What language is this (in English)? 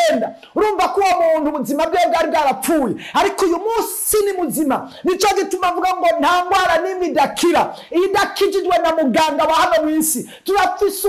Rundi